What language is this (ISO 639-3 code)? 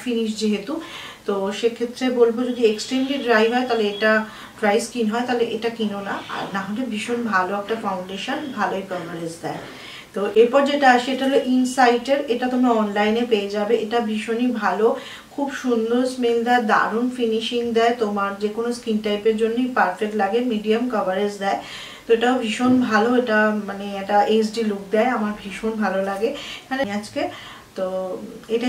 ben